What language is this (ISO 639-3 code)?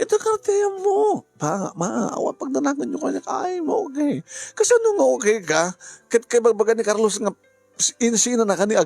ilo